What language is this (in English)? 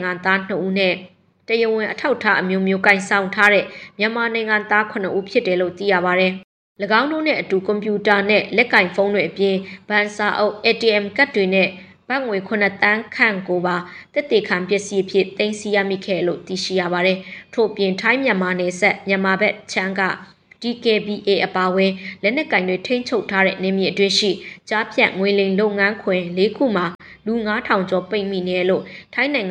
Burmese